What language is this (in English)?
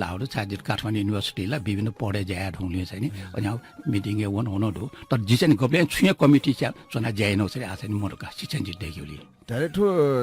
Newari